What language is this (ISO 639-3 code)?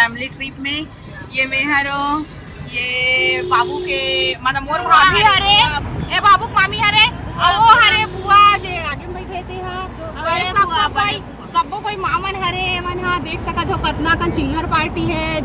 hne